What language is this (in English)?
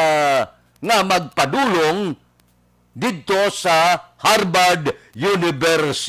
Hiligaynon